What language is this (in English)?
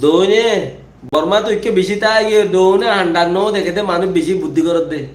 Rohingya